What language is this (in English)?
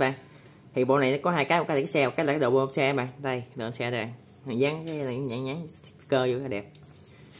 Vietnamese